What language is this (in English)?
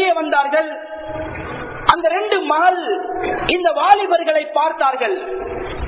Tamil